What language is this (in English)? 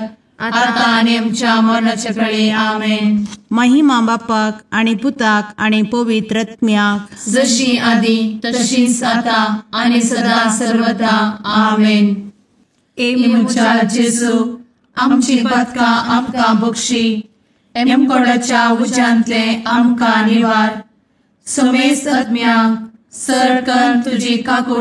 Konkani